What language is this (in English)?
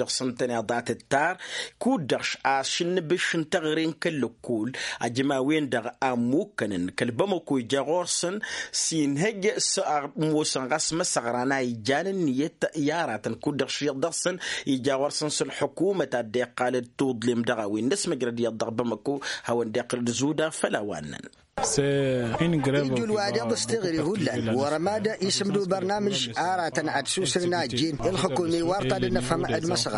Tamasheq